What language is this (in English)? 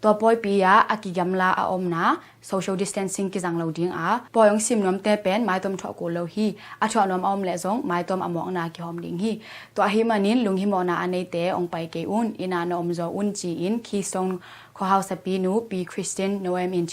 Tedim Chin